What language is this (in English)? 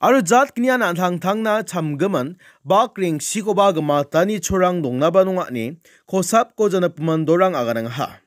Garo